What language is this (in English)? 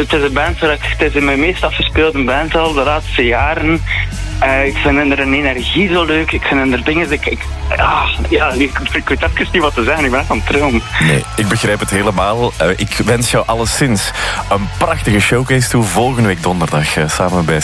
Dutch